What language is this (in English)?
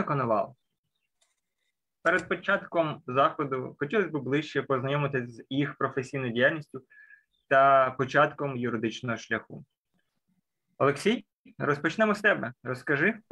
Ukrainian